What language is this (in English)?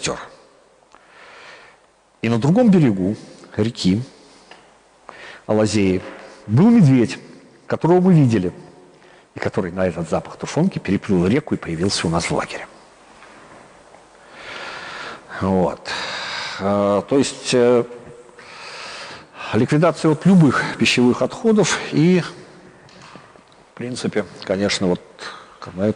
Russian